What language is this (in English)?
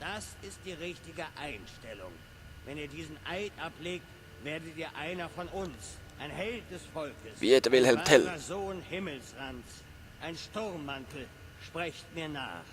Swiss German